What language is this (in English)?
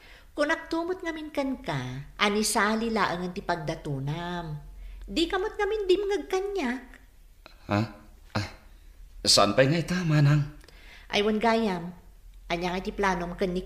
Iloko